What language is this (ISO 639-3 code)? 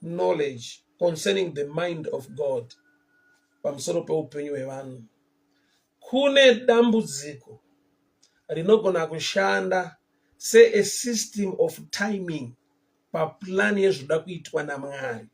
sna